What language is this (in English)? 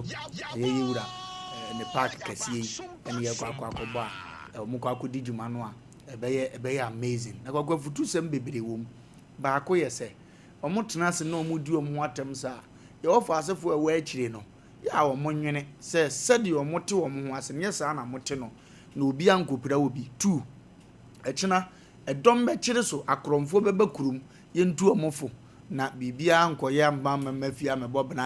Akan